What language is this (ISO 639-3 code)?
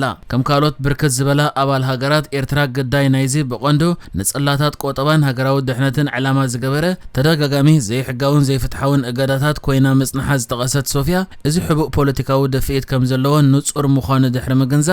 tir